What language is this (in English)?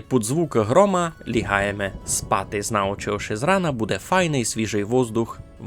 Rusyn